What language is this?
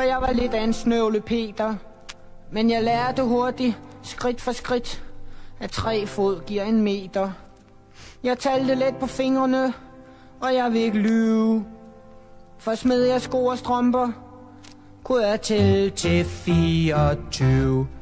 Danish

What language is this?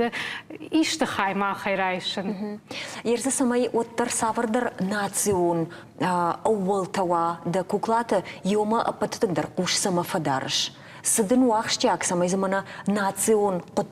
Ossetic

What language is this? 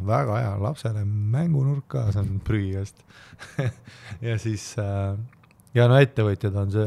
Estonian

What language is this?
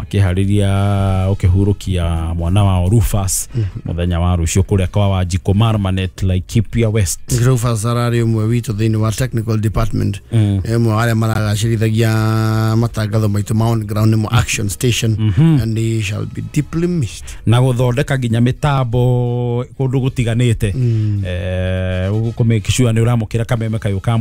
Kikuyu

